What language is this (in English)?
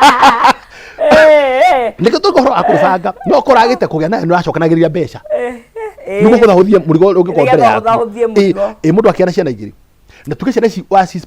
Kikuyu